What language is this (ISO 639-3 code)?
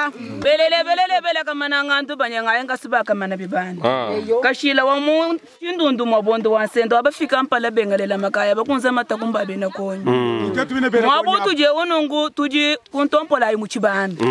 lua